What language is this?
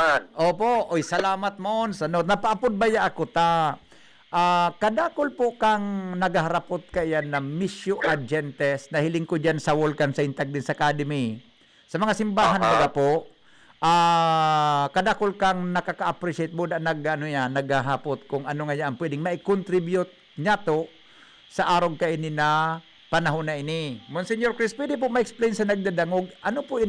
Bikol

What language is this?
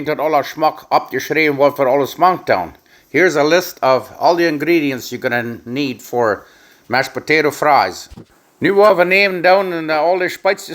Plautdietsch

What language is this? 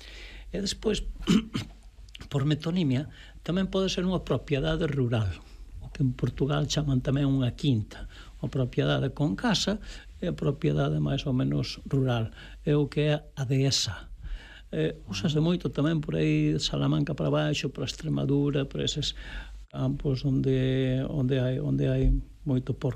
Galician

